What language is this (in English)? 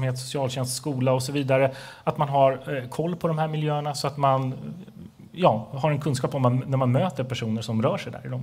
Swedish